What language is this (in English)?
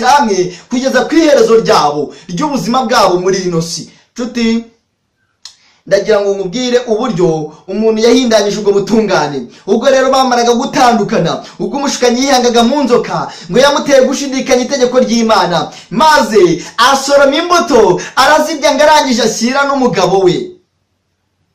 Kinyarwanda